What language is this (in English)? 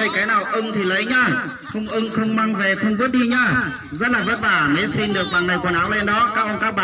Hmong